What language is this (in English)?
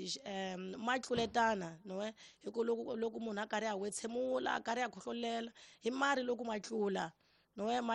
Tsonga